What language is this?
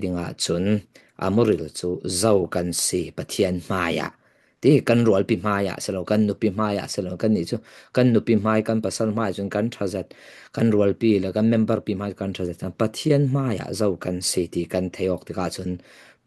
Falam Chin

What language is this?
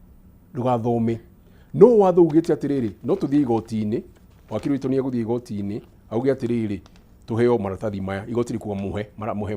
Kikuyu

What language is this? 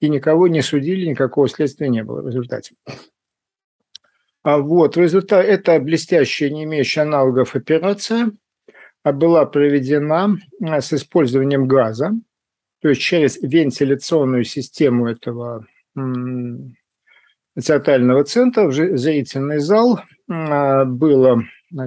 Russian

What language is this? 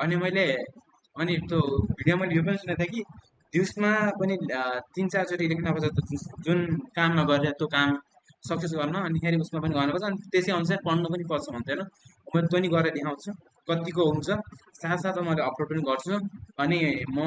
Nepali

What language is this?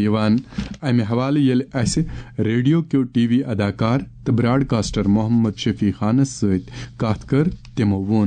Kashmiri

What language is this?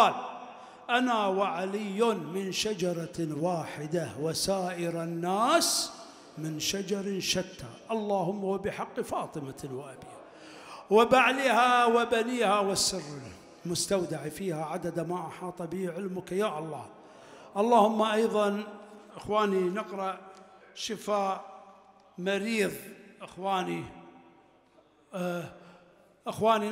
Arabic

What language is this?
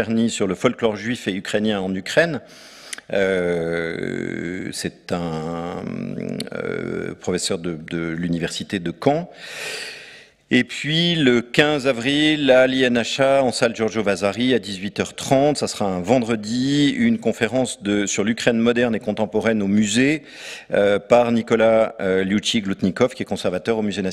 French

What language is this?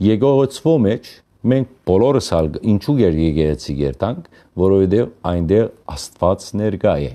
Western Armenian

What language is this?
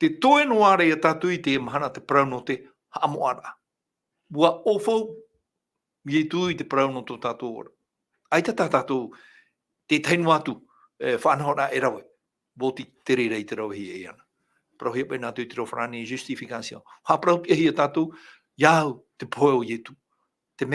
Tahitian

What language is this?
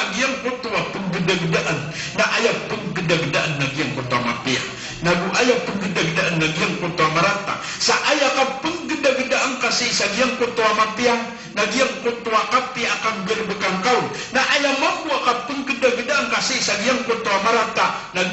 Maranao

